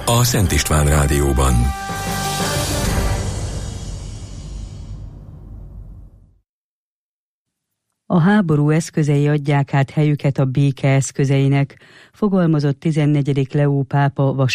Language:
Hungarian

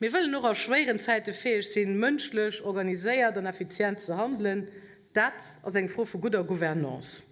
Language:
Luxembourgish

